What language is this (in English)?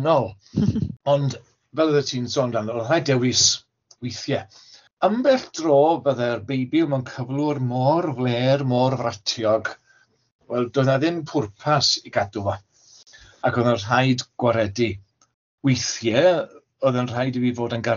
Welsh